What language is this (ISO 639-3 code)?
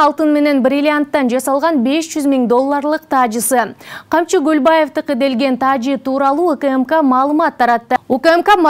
kir